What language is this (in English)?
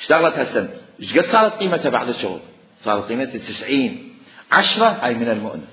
Mesopotamian Arabic